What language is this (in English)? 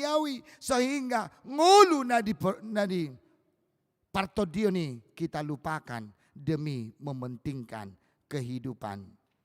Batak Toba